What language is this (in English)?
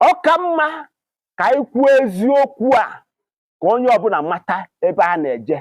Igbo